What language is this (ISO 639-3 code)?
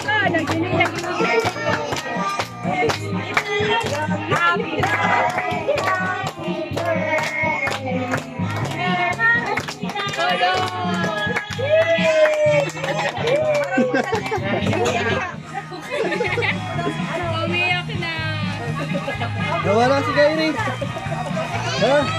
fil